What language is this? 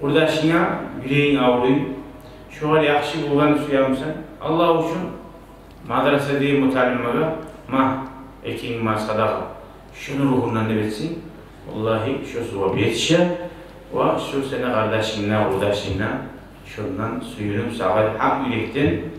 Kumyk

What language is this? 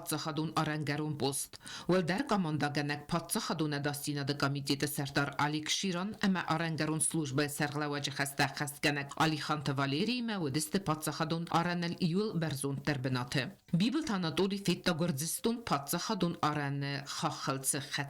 Ossetic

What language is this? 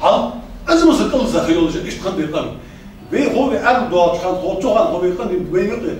Ingush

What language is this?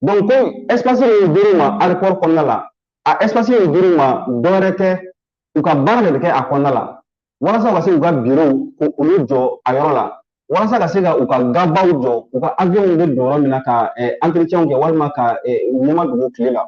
Bambara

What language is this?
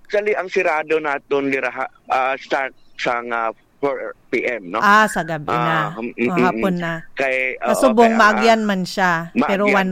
Hiligaynon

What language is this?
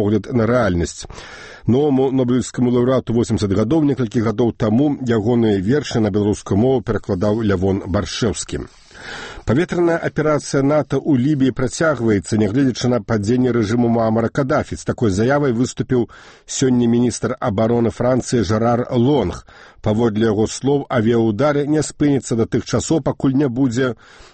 Belarusian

